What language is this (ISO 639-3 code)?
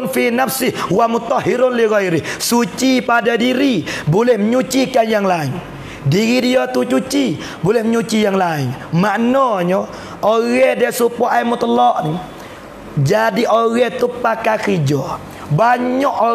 mfa